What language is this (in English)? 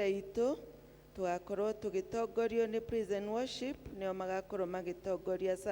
Kikuyu